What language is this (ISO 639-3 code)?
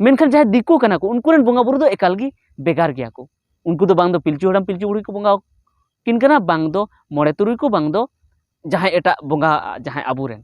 sat